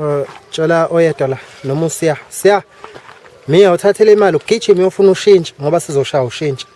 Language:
Zulu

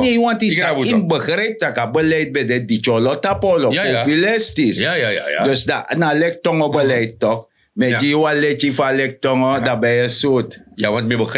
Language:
Sranan Tongo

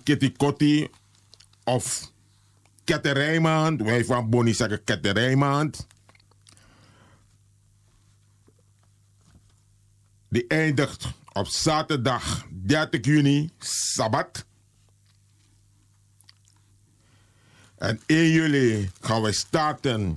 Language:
Dutch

